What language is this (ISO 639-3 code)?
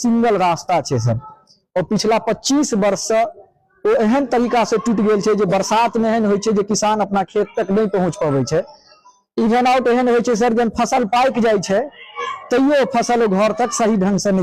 mai